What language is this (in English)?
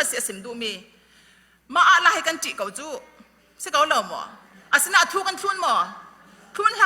Falam Chin